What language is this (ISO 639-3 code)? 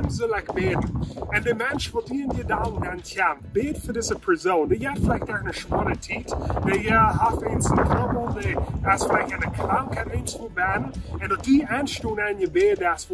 pdt